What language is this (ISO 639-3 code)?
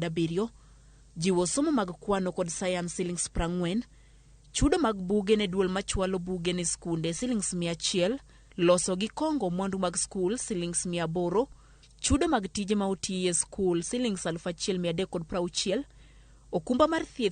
luo